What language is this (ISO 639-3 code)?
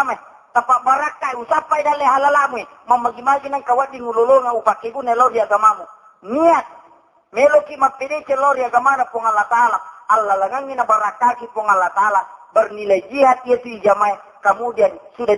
bug